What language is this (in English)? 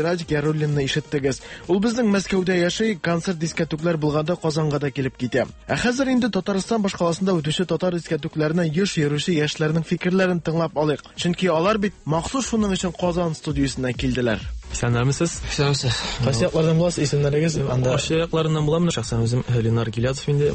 Tatar